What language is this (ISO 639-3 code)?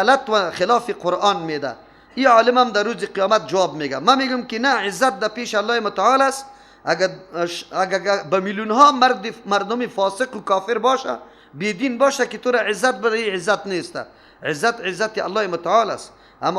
fas